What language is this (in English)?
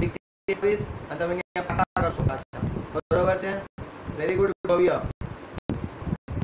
Gujarati